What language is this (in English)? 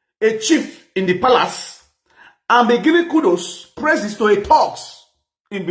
Nigerian Pidgin